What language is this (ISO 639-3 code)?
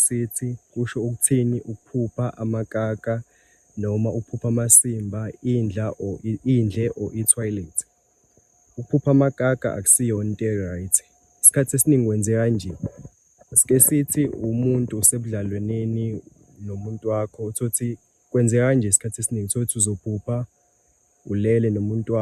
zul